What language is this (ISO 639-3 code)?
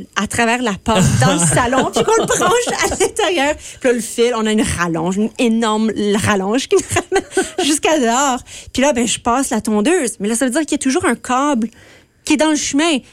fra